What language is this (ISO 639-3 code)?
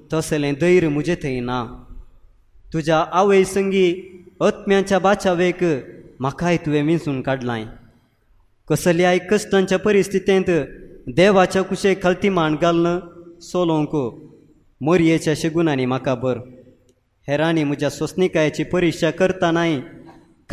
kok